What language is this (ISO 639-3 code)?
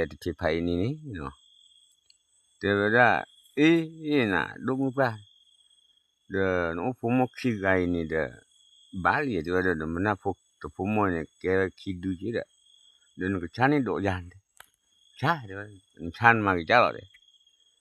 ksw